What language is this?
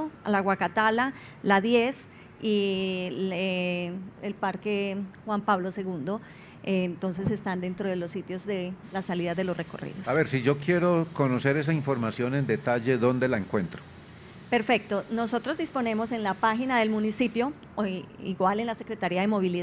Spanish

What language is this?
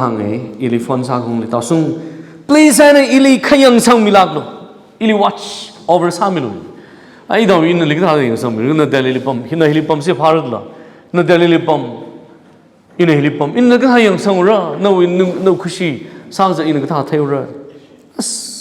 Tangkhul Naga (India)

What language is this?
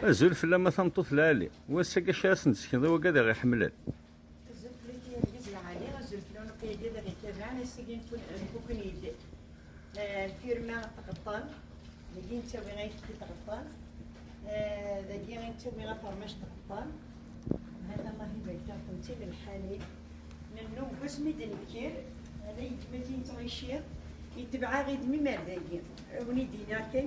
Kabyle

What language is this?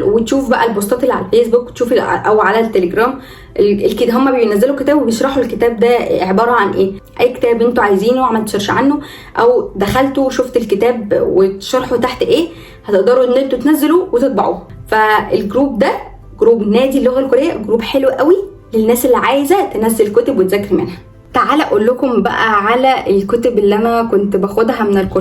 Egyptian Arabic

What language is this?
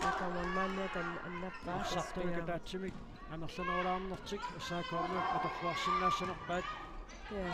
Kalaallisut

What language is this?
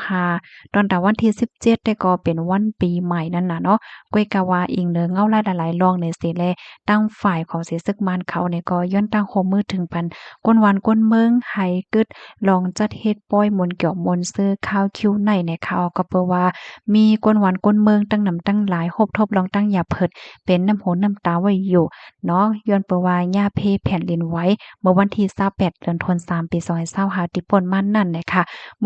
Shan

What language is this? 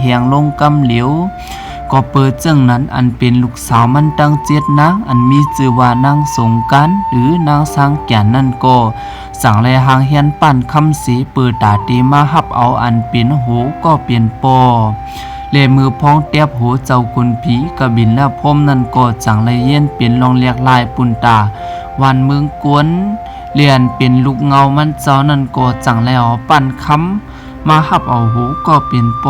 Shan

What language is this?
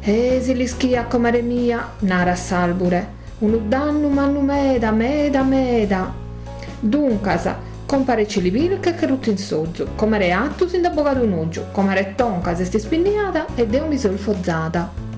Sardinian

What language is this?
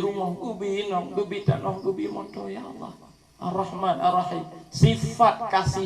Achinese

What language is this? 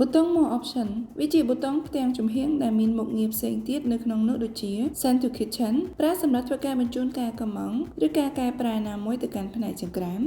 Khmer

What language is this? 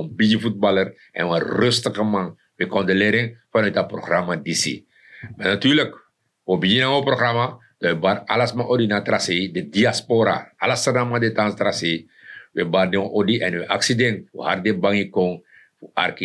Sranan Tongo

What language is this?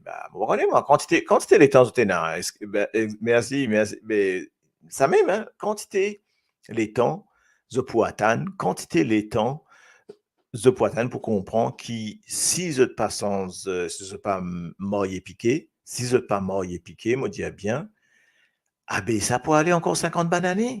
Morisyen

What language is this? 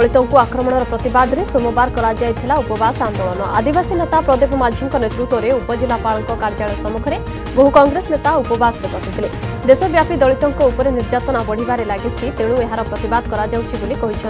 Odia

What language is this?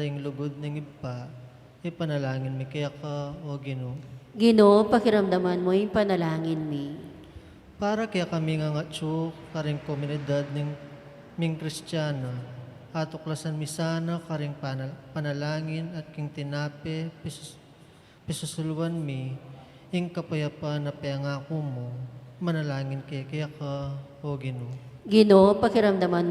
Pampanga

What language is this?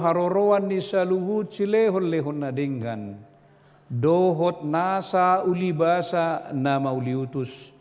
Batak Toba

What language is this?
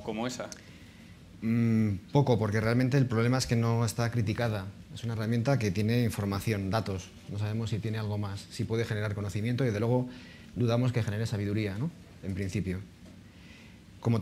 Spanish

